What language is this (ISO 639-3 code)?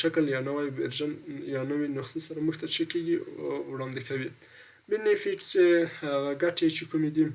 pus